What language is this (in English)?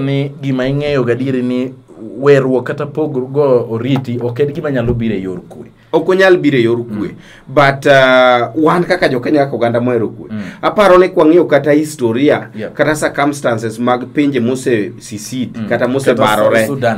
Luo (Kenya and Tanzania)